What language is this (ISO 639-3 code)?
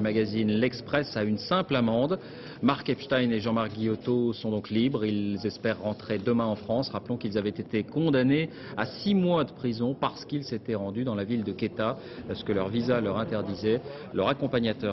fra